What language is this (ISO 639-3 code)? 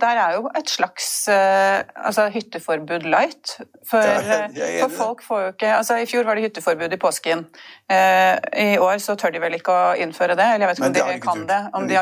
nor